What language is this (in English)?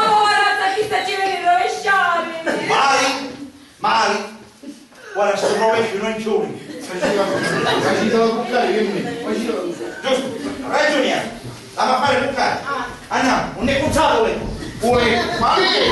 Sicilian